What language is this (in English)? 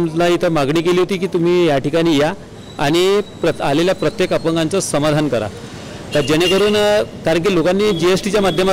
Marathi